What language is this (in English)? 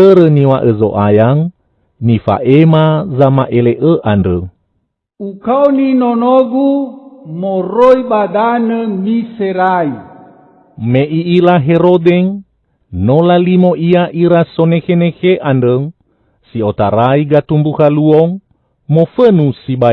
Nias